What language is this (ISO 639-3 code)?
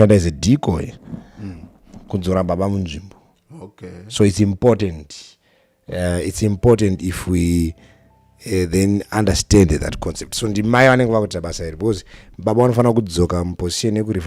sna